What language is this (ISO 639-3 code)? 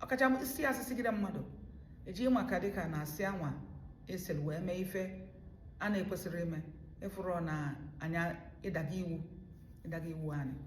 ibo